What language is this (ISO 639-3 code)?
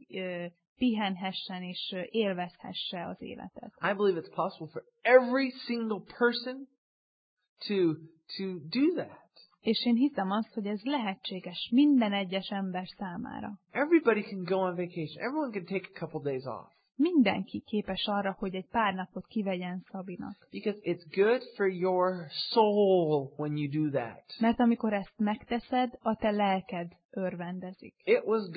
hun